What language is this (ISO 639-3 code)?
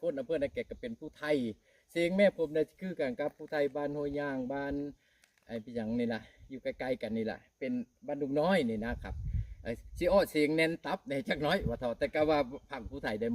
tts